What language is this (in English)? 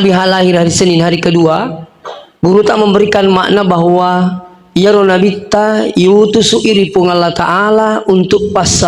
Buginese